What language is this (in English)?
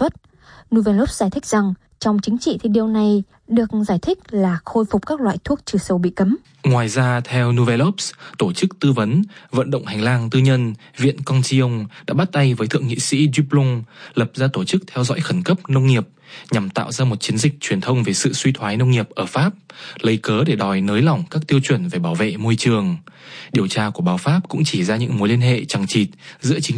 Vietnamese